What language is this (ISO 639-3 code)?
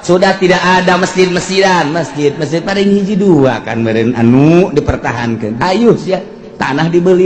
sun